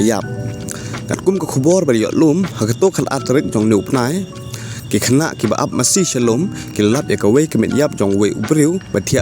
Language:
Khasi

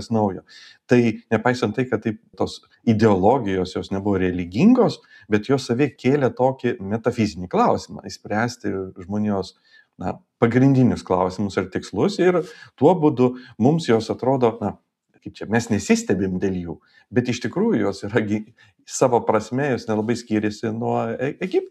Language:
Lithuanian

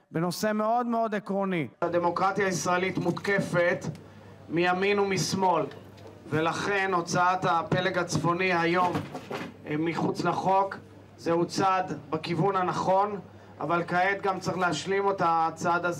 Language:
Hebrew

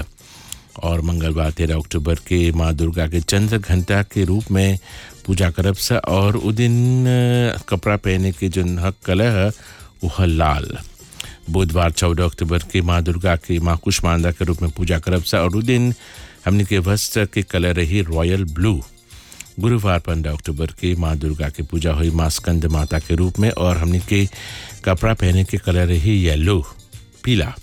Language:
Bhojpuri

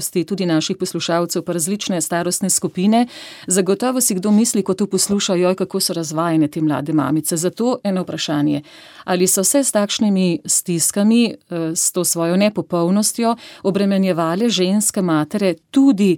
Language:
Slovenian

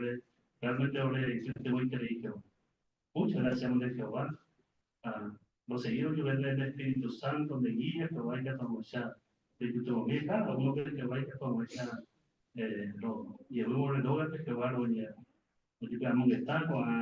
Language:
Guarani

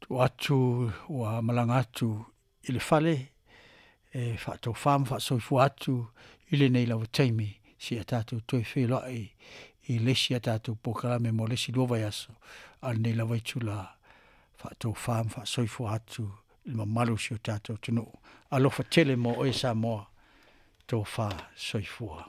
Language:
Samoan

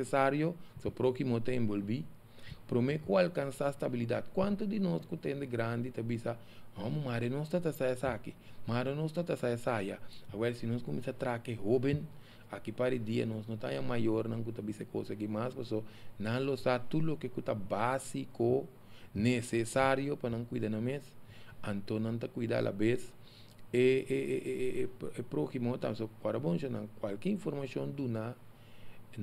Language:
Papiamento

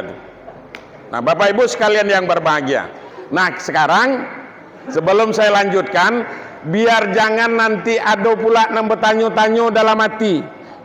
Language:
Minangkabau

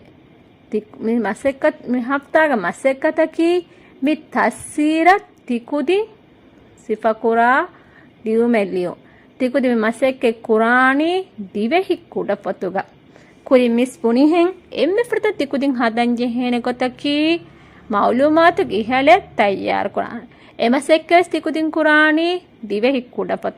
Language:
Divehi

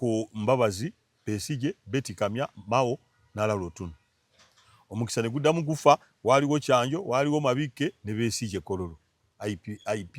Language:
Ganda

